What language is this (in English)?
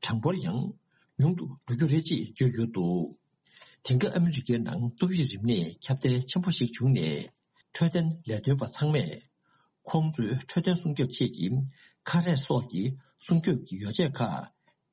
Tibetan